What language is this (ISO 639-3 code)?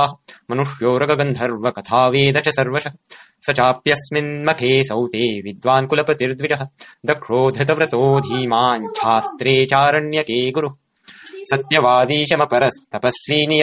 san